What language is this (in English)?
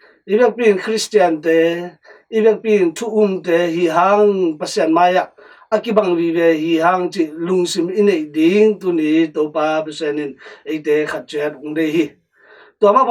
Tedim Chin